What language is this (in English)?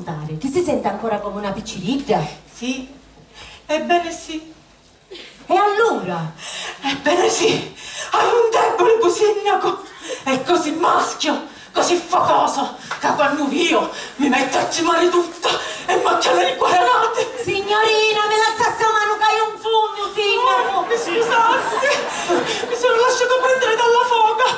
Sicilian